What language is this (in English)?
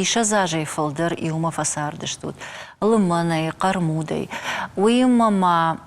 Ossetic